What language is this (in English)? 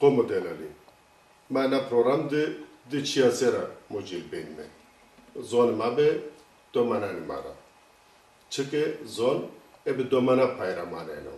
Zaza